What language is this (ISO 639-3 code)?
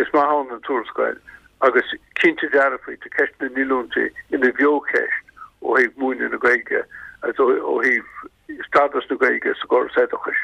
gle